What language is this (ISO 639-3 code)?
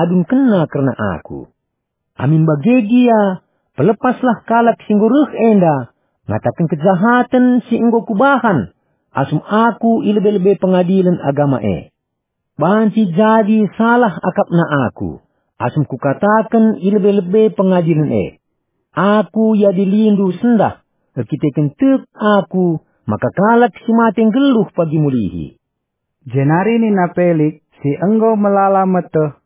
btx